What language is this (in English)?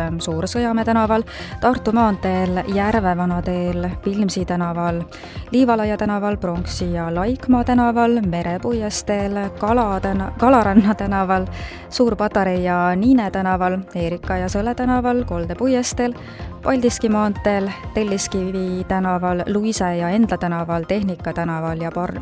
Estonian